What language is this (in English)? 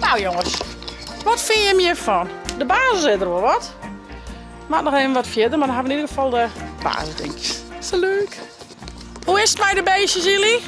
Western Frisian